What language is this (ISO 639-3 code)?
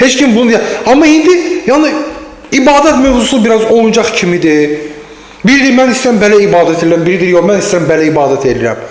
aze